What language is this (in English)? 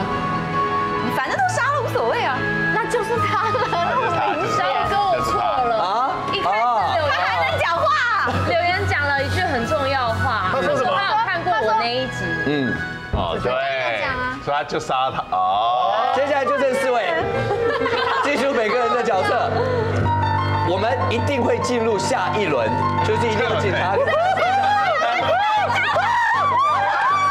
Chinese